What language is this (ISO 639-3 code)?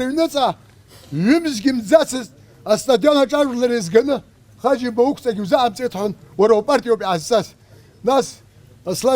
abk